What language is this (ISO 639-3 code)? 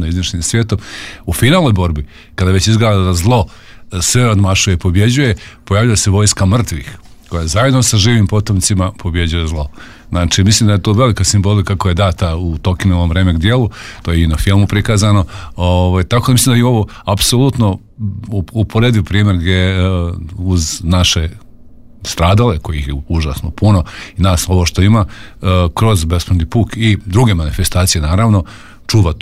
srp